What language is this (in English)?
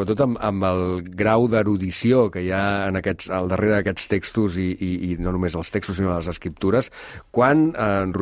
Catalan